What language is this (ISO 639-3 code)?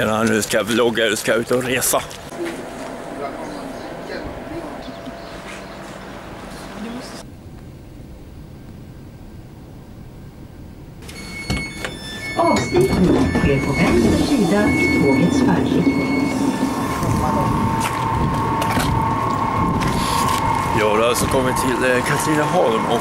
swe